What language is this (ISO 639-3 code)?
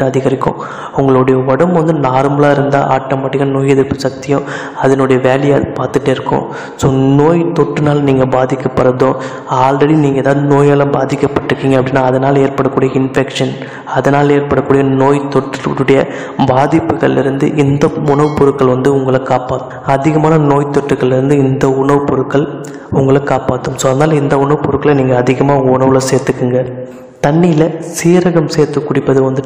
tam